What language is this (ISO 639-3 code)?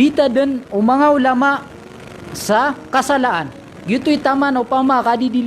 mrw